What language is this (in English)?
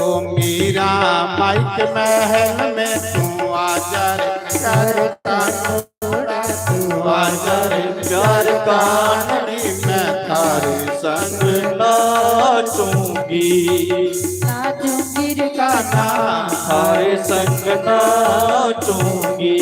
Dogri